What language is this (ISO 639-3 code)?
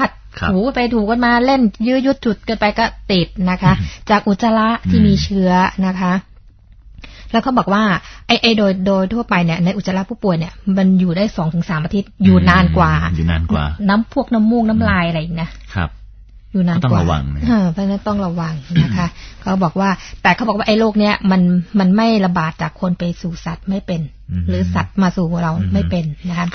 tha